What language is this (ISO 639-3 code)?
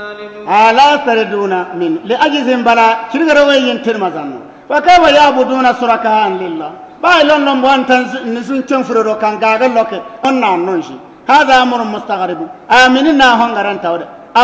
bib